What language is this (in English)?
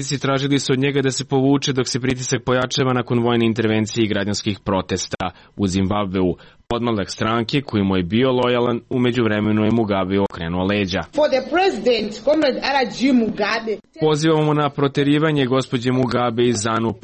Serbian